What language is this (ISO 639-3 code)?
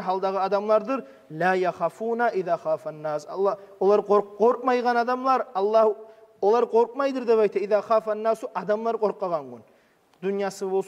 kum